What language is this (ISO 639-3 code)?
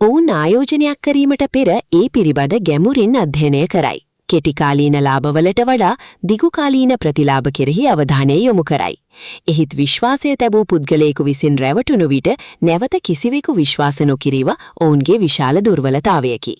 sin